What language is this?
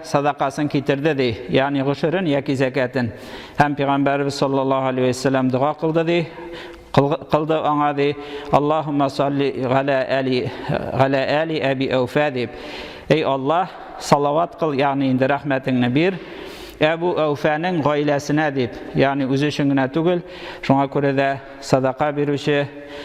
Tatar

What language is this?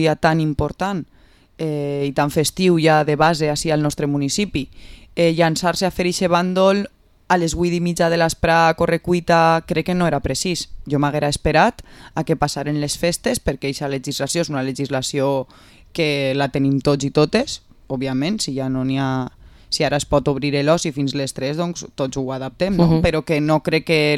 Catalan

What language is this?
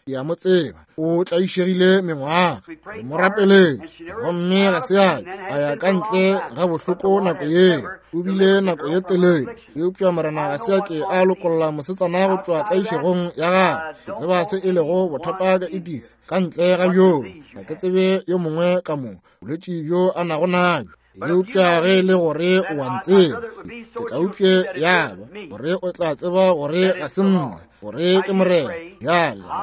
Northern Sotho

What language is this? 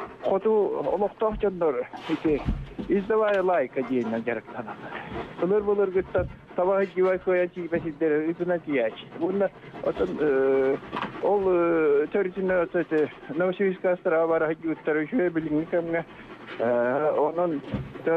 Yakut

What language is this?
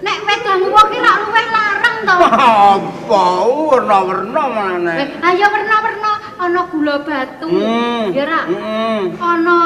Javanese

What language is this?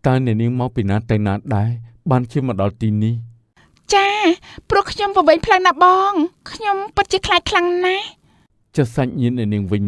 Khmer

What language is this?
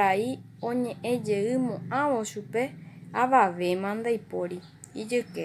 Guarani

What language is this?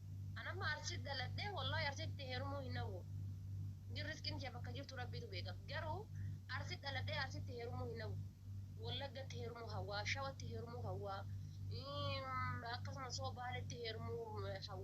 Oromo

